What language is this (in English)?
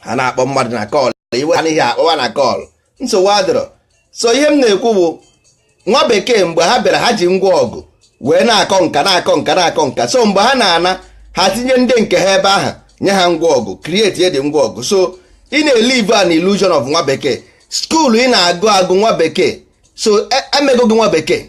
Igbo